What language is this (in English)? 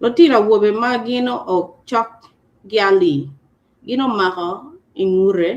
Acoli